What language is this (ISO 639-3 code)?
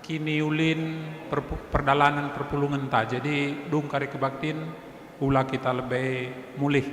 btx